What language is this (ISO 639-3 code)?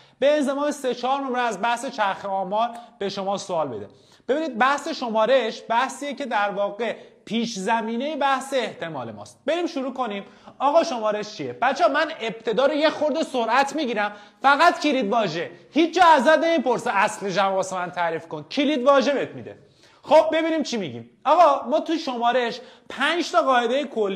fas